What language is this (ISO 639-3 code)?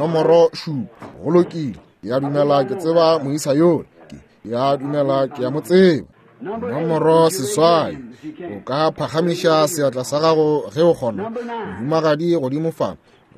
nso